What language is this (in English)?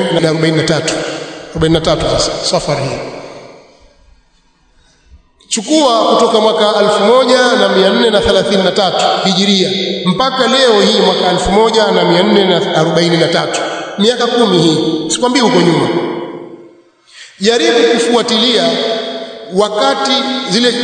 Swahili